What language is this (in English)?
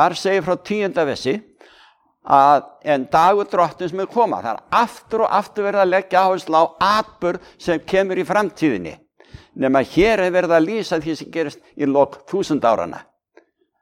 Icelandic